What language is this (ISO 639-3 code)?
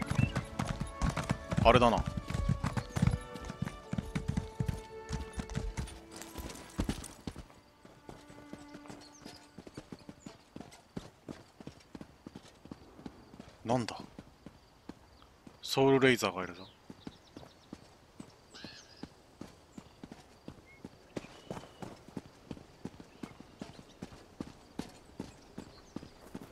jpn